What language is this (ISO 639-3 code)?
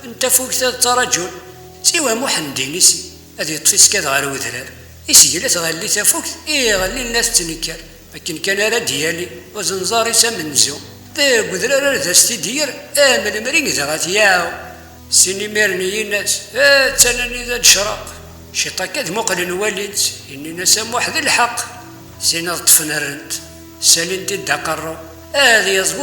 kab